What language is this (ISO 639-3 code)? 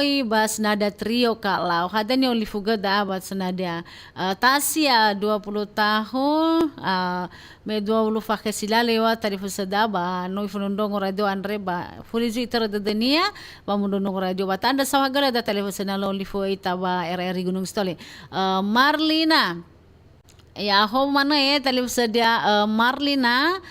nia